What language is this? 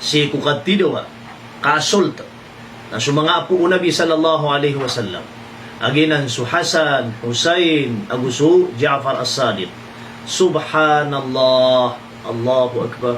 Maranao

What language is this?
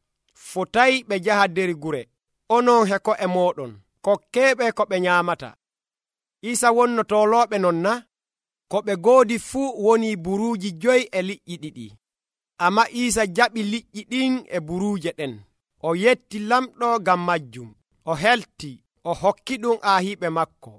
Nigerian Fulfulde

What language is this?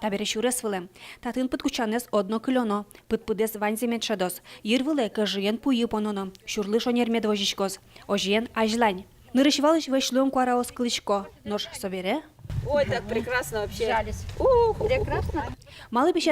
Udmurt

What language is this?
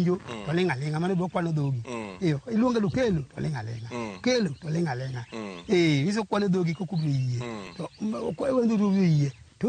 Luo (Kenya and Tanzania)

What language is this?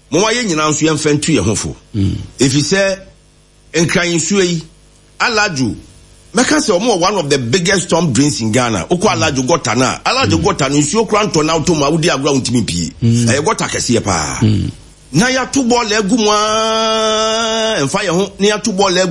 Akan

